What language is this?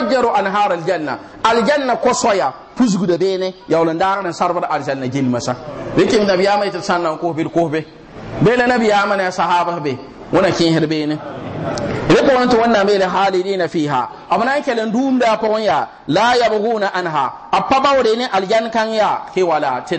Mossi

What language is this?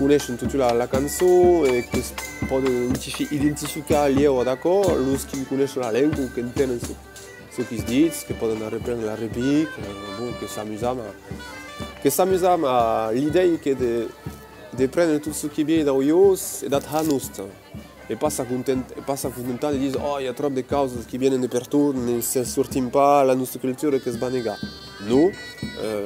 Occitan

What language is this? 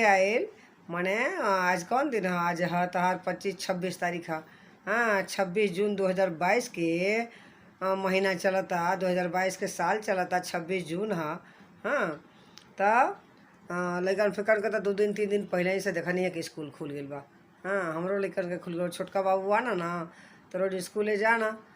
Bhojpuri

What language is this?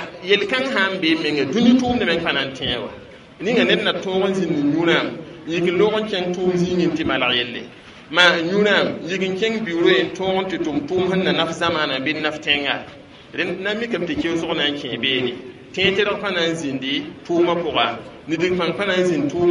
Mossi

